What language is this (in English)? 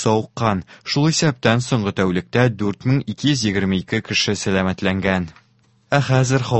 Tatar